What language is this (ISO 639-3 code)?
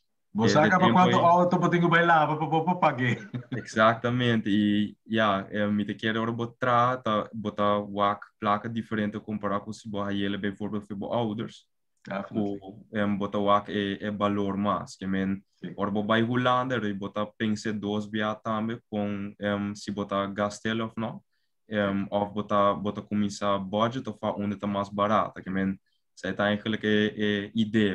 pap